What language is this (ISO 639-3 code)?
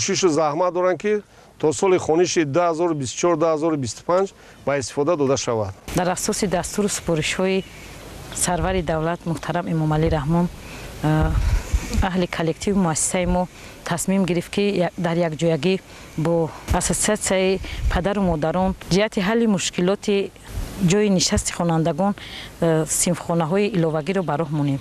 tgk